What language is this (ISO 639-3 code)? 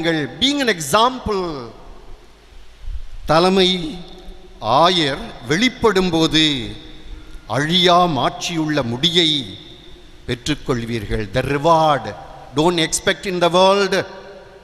tam